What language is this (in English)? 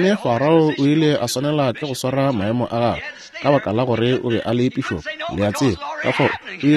Northern Sotho